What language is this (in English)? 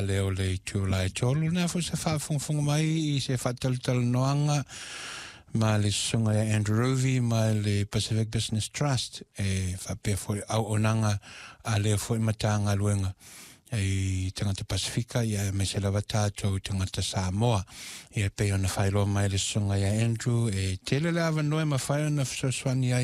Samoan